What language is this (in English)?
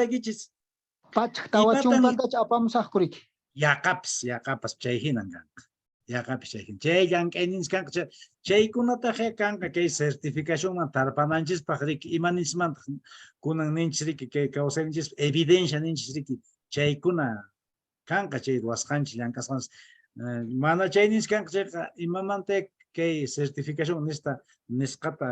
Quechua